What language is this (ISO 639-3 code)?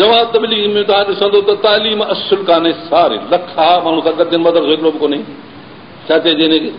snd